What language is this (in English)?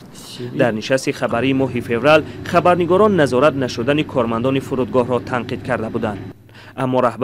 Tajik